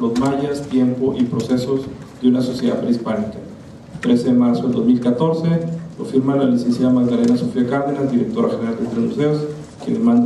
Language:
Spanish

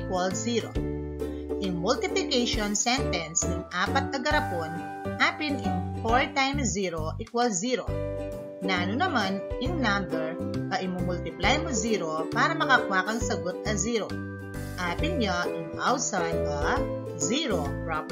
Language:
Pampanga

